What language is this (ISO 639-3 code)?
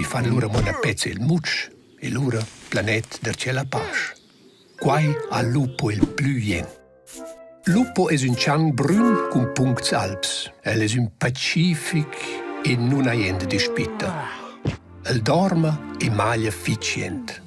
roh